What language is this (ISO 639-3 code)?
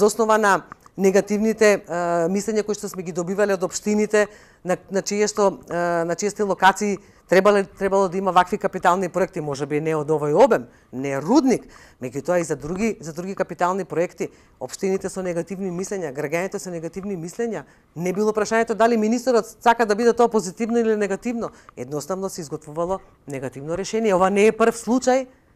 mkd